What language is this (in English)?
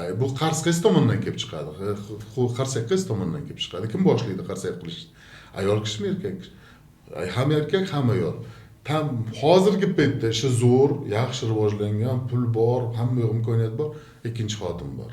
Uzbek